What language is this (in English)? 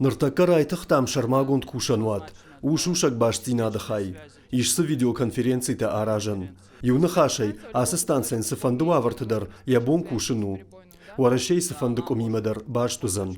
Ossetic